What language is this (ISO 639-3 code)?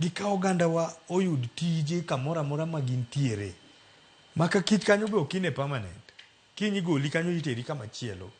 luo